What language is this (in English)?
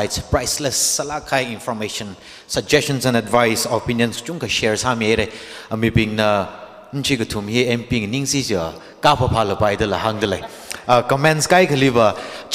Tangkhul Naga (India)